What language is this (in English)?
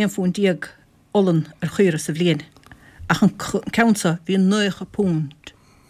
Irish